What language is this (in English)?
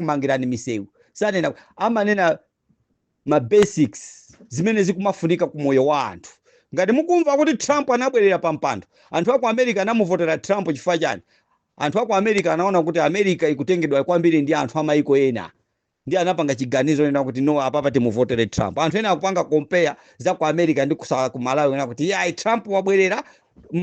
Nyanja